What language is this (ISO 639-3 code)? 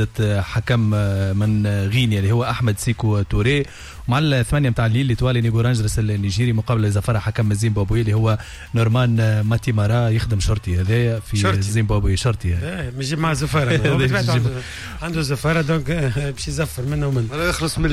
aeb